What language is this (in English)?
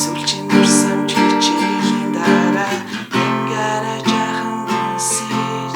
Mongolian